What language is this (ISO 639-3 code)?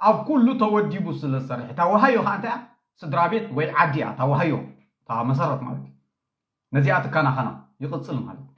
tir